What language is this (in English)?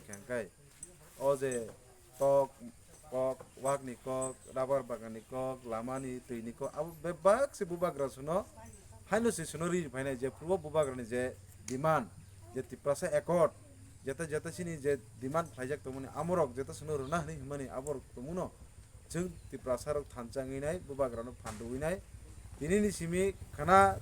Kok Borok